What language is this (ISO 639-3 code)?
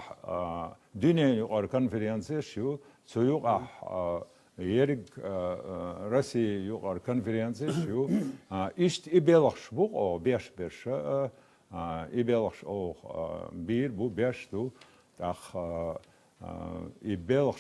che